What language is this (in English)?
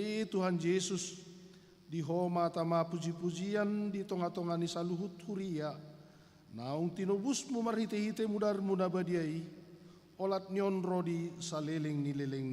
Batak Toba